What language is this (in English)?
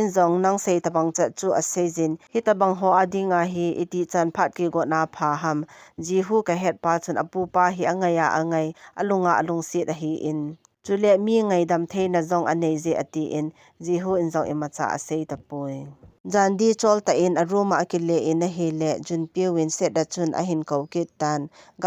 Thado Chin